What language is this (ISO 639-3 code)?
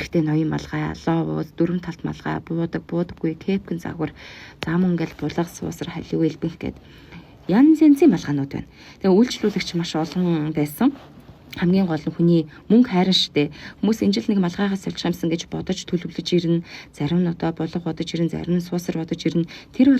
mon